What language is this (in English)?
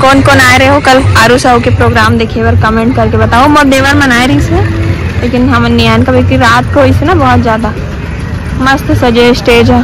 Chhattisgarhi